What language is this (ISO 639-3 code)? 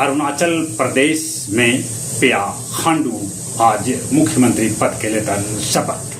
mag